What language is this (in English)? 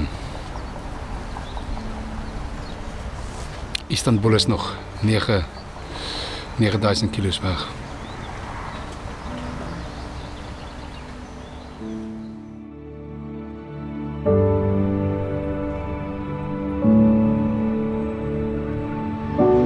Afrikaans